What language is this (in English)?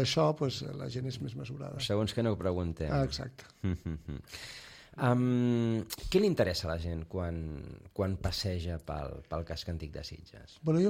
Catalan